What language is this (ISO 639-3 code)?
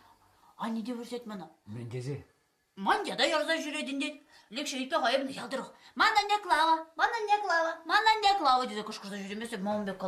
chv